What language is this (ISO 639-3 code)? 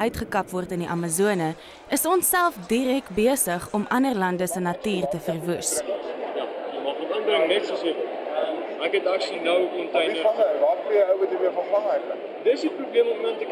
afr